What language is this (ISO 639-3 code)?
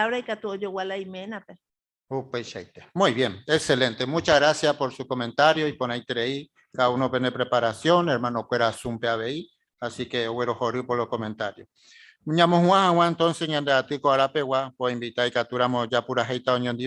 grn